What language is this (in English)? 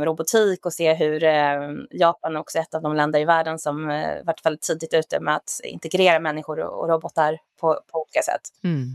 Swedish